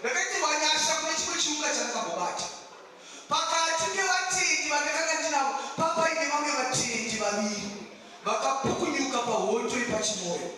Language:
Shona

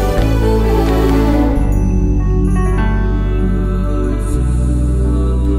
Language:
Malayalam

